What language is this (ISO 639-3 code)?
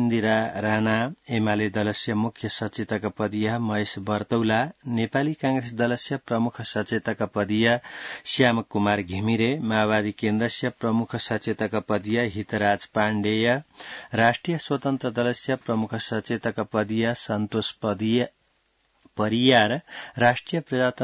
san